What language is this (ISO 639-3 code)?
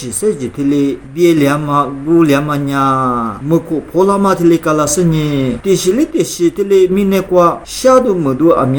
lis